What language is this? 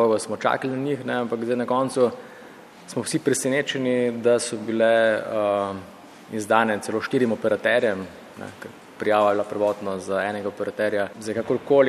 Slovenian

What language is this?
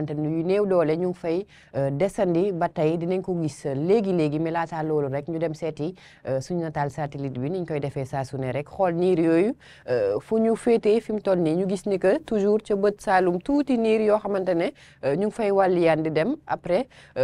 Wolof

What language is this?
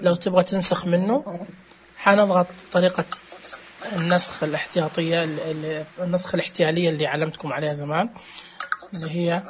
Najdi Arabic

